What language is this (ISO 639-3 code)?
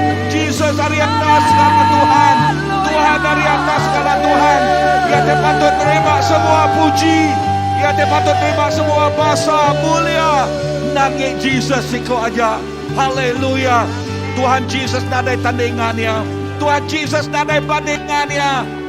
iba